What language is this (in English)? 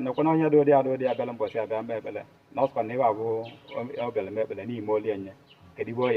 Igbo